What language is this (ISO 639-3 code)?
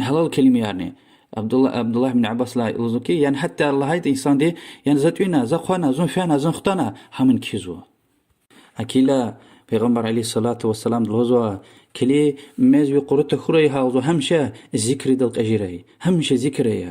lez